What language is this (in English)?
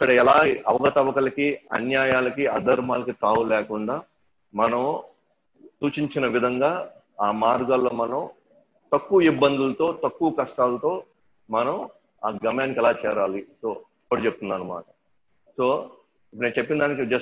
Telugu